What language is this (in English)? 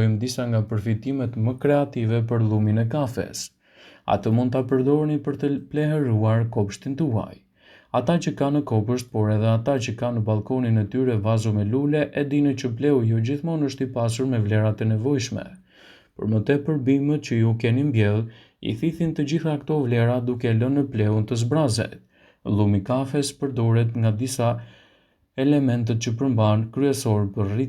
Albanian